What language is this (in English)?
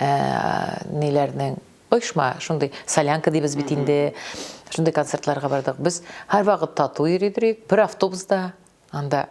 Tatar